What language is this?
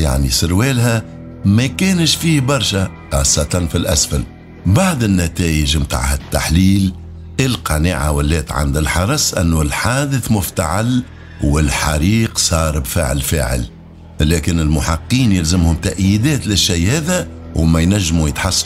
Tunisian Arabic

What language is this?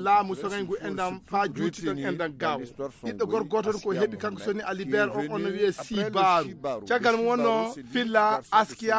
Fula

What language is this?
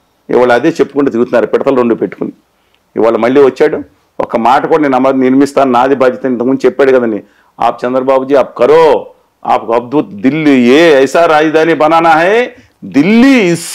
Telugu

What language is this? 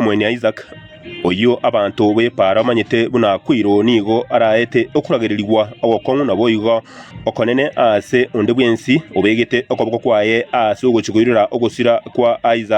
Gusii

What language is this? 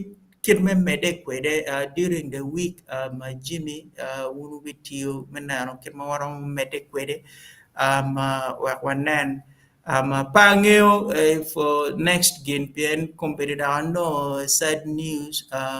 Acoli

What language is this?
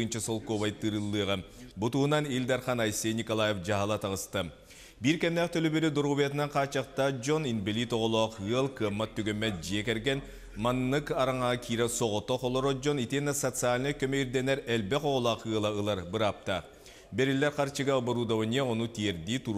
Yakut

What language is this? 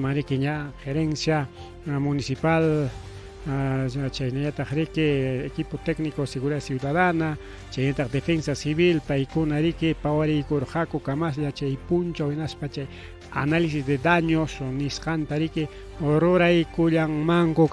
Ayacucho Quechua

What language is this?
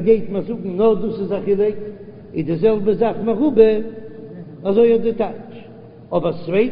Yiddish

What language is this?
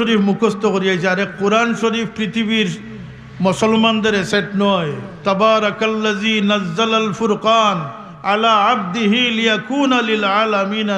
Sylheti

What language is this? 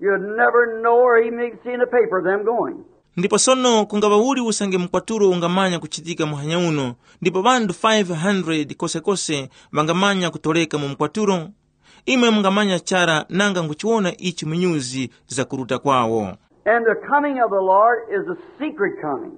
Tumbuka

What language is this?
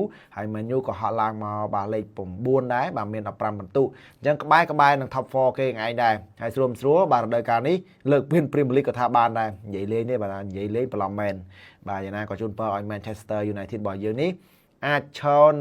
Khmer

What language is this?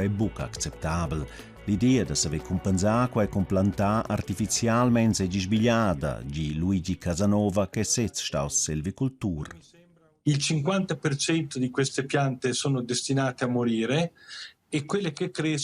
Romansh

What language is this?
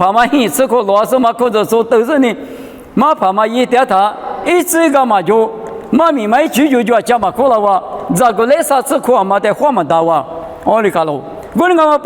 Lisu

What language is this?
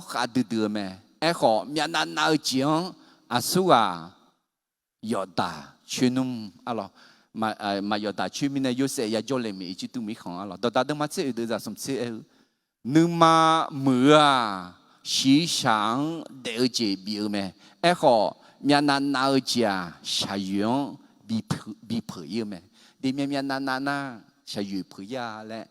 Akha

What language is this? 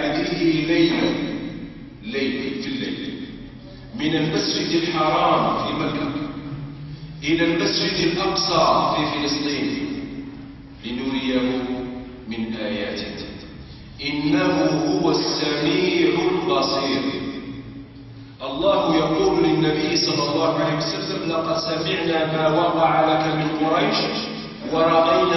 Arabic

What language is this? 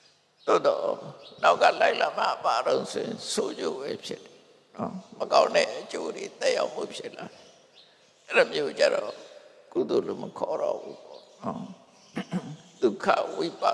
Burmese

